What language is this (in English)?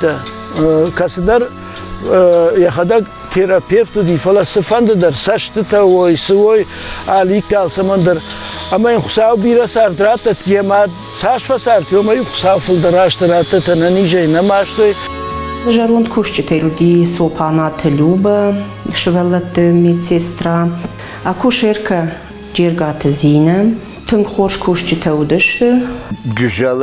Ossetic